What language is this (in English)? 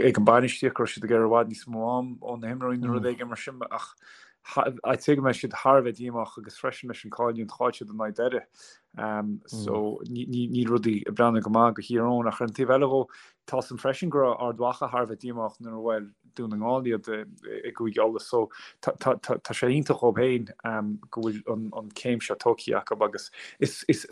Irish